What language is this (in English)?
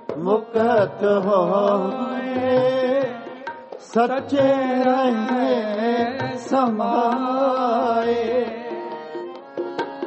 Punjabi